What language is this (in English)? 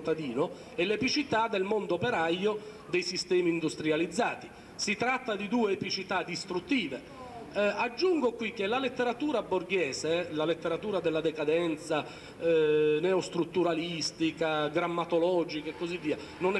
Italian